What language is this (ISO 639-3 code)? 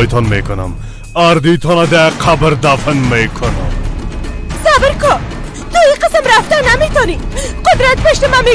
fas